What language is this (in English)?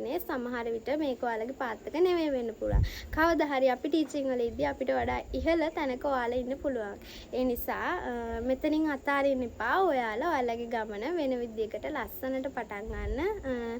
Sinhala